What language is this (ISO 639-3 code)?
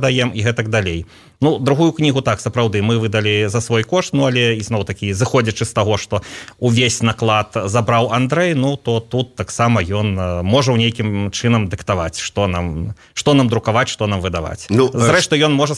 bel